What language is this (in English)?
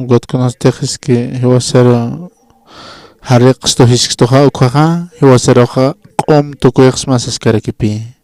Aymara